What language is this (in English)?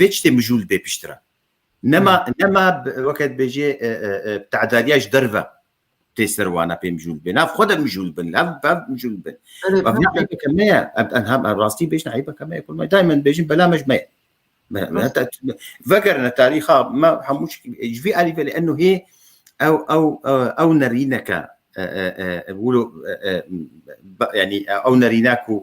Kurdish